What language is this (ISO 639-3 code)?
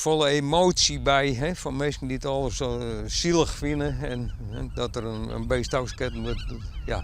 fry